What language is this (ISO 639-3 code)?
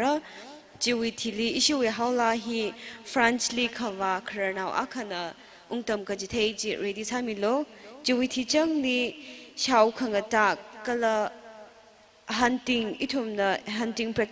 nmf